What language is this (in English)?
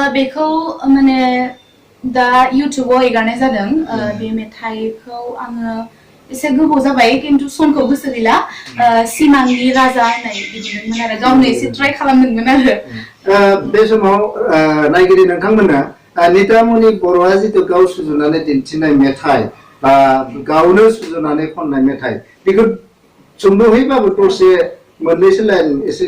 Bodo